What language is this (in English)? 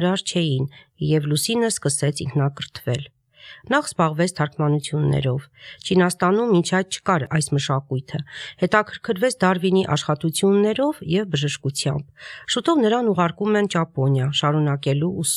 Armenian